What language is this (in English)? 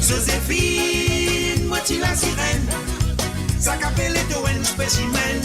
Morisyen